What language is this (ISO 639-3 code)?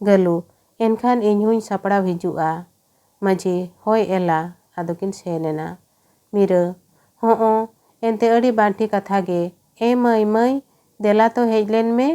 sat